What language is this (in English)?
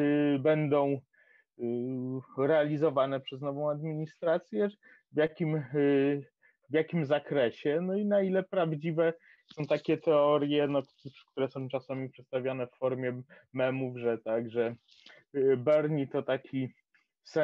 Polish